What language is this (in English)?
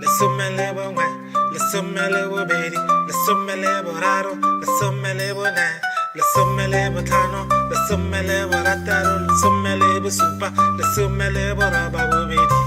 Tswana